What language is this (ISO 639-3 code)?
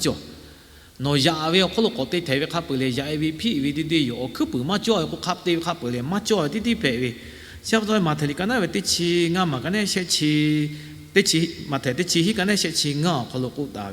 lhu